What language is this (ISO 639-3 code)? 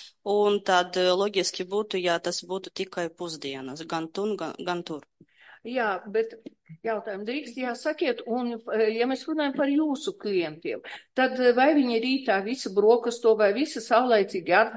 lav